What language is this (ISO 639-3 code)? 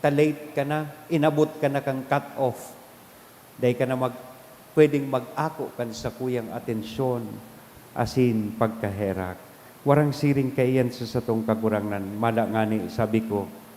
bik